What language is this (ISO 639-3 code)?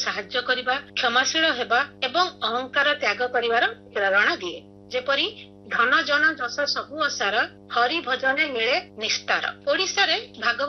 ori